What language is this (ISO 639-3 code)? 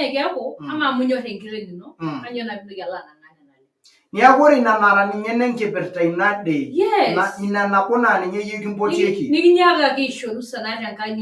mas